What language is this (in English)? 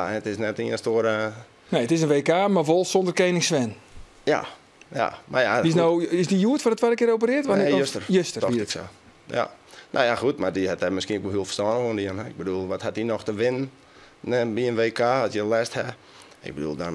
Western Frisian